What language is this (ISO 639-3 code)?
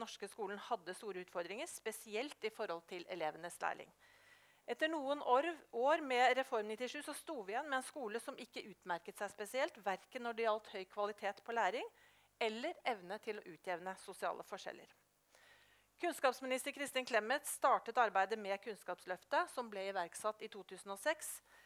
nor